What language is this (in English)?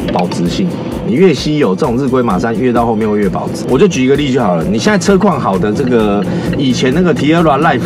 Chinese